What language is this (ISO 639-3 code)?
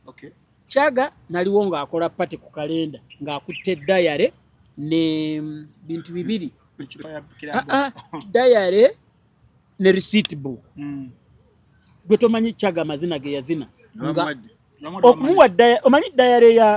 lug